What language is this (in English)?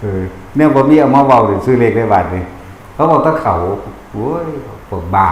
Northeastern Thai